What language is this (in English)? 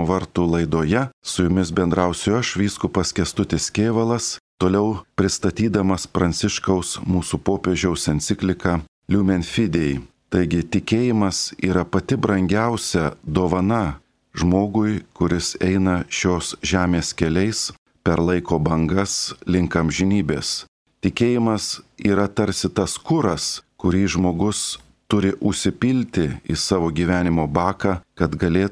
Lithuanian